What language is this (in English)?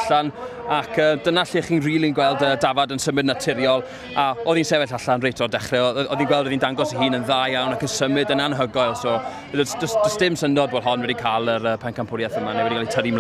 Welsh